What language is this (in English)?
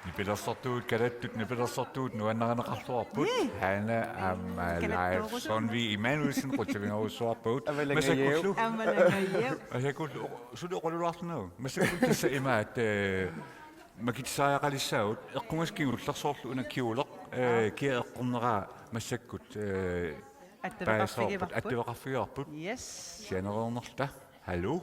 Kalaallisut